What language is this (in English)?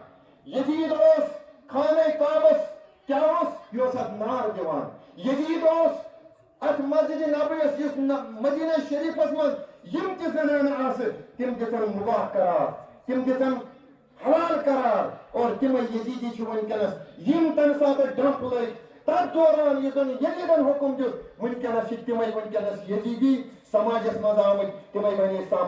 Kashmiri